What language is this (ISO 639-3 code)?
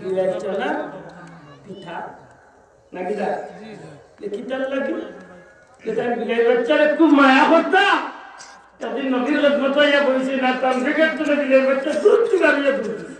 syl